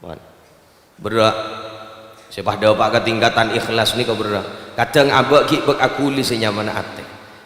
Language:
Madurese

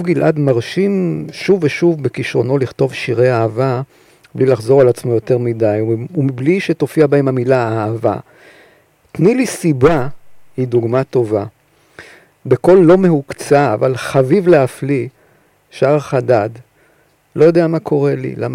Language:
Hebrew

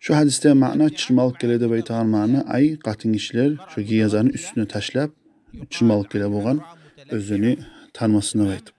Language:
Kumyk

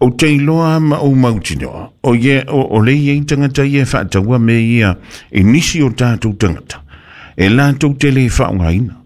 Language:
Samoan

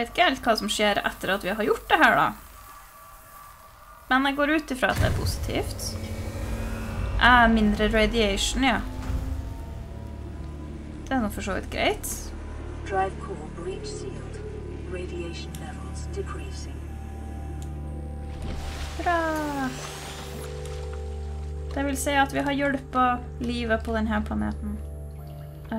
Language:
Norwegian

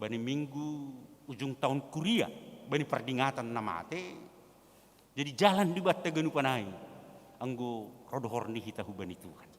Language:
Batak Simalungun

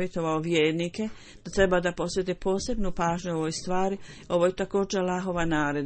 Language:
Bosnian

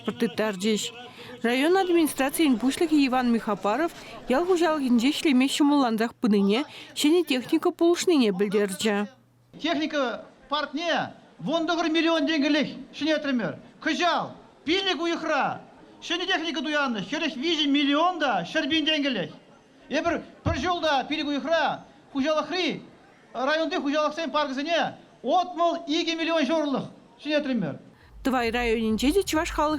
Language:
Chuvash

